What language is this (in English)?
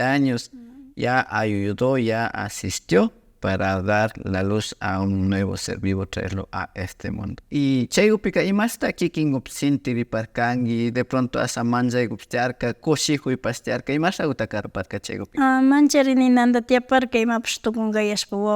Imbabura Highland Quichua